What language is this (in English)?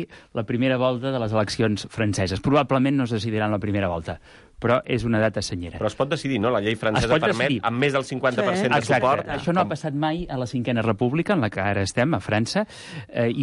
Catalan